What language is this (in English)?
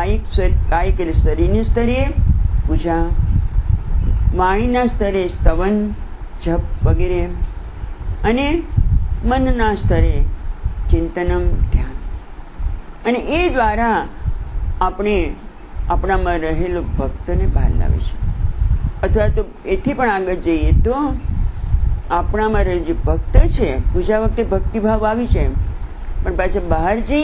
Gujarati